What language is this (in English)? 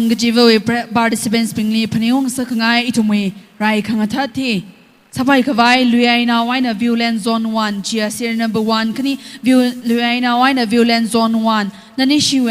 Tangkhul Naga (India)